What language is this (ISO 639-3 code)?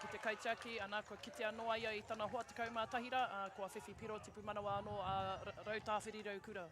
mri